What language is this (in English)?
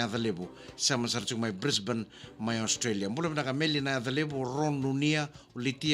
Fijian